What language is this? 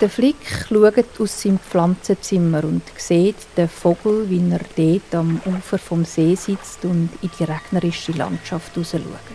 Swiss German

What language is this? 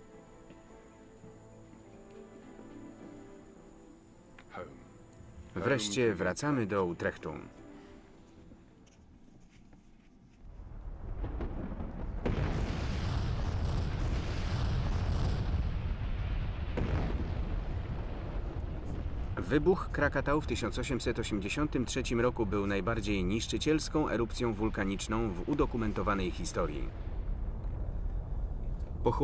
Polish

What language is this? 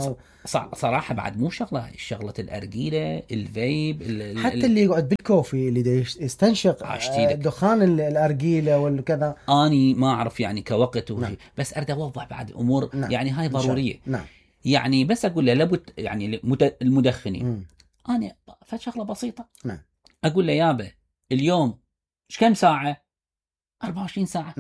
Mesopotamian Arabic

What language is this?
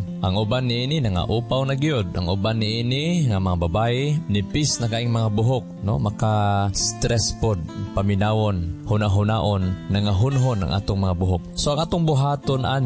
Cebuano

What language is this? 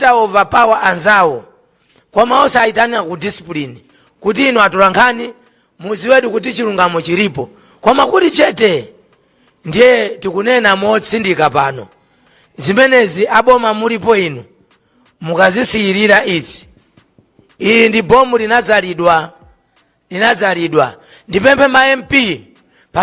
Nyanja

